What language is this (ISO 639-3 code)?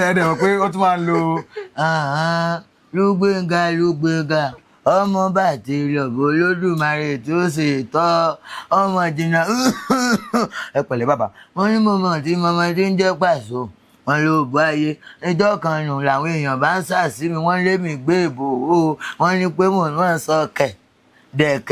yor